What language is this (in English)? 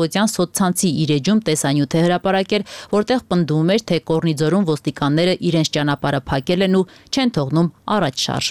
Armenian